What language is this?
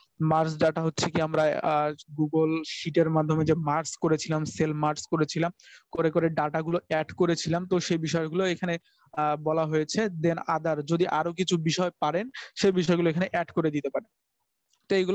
Bangla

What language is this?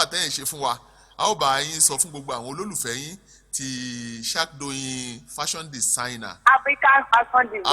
Yoruba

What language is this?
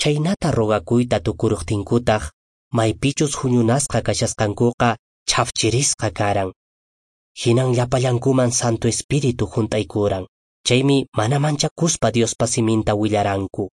Quechua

